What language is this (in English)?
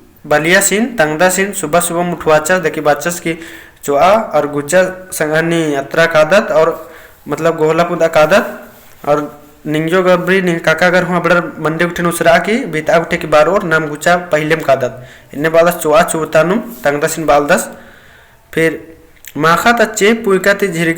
Kurukh